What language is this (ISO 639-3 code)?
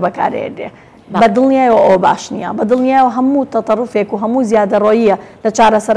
ckb